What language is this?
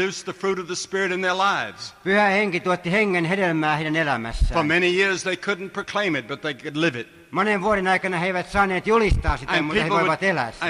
Finnish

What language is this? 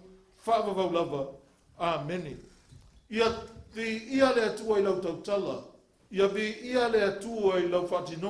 Samoan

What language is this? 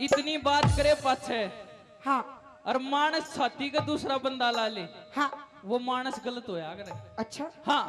Haryanvi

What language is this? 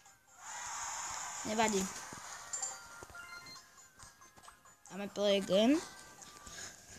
Slovak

